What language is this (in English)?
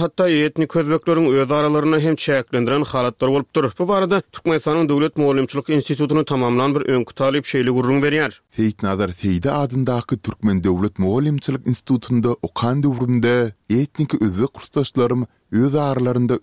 Turkmen